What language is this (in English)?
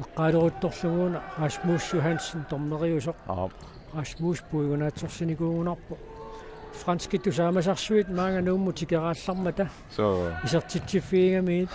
Kalaallisut